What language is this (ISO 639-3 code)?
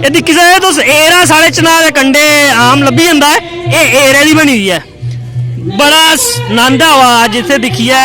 doi